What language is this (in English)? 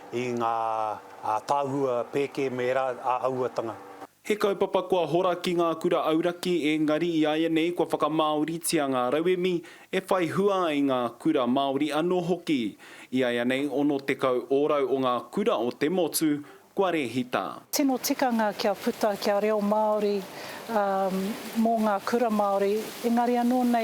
Māori